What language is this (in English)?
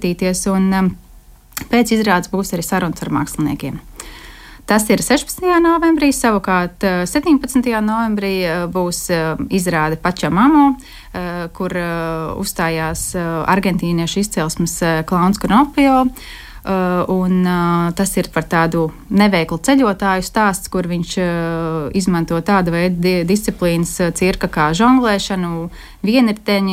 Latvian